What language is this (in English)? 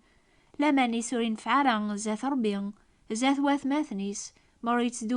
Kabyle